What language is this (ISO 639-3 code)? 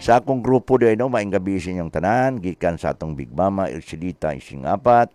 ceb